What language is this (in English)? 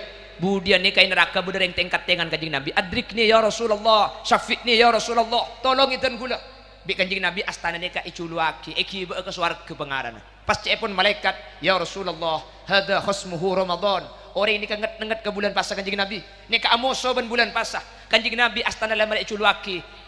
Madurese